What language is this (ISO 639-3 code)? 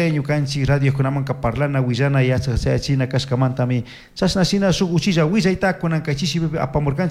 qug